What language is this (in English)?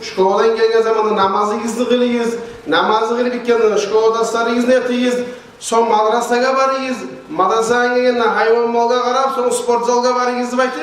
Kumyk